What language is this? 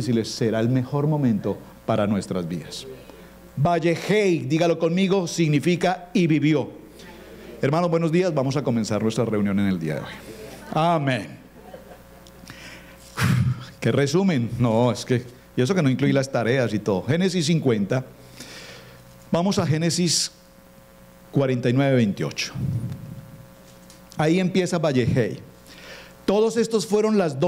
Spanish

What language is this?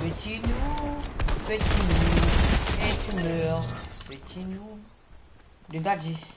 Morisyen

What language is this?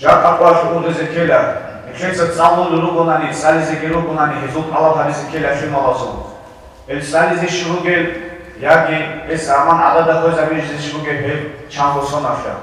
Avaric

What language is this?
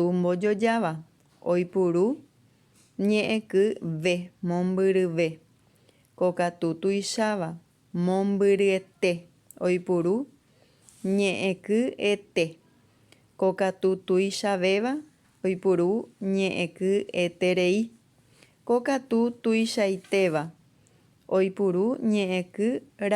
Guarani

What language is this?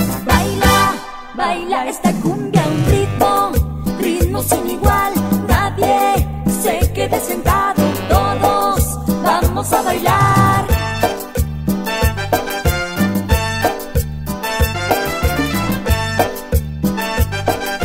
Spanish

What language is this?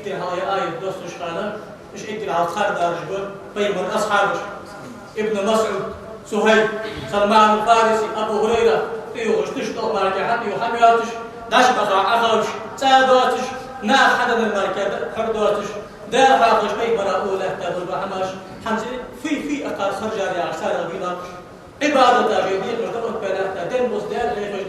Ingush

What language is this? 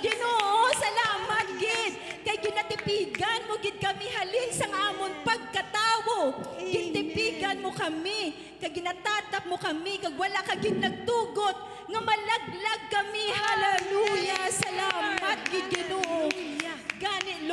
Hiligaynon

